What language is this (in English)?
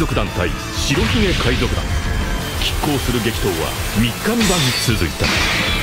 Japanese